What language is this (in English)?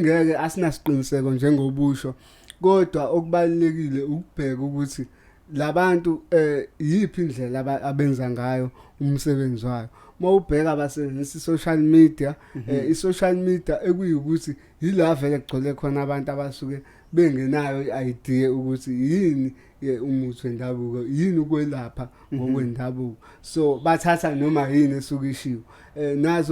Zulu